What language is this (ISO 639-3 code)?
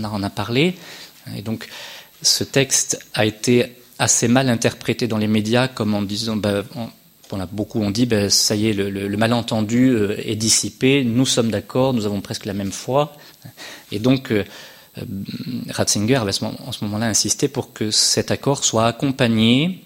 fra